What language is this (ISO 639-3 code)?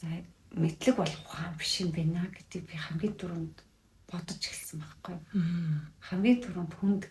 mon